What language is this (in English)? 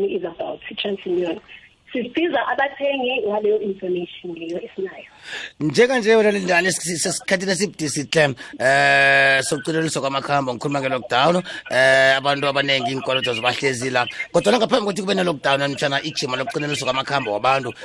South Ndebele